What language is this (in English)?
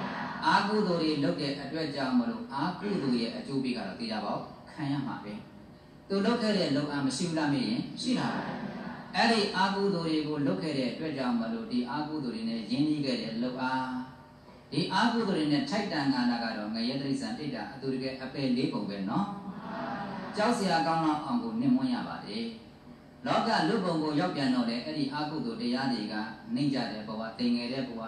Burmese